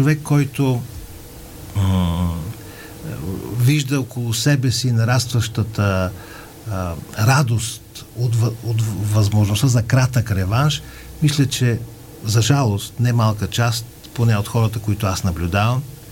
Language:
Bulgarian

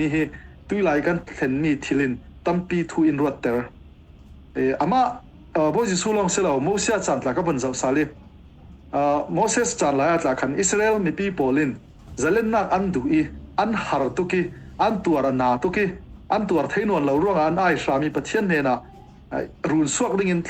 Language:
Falam Chin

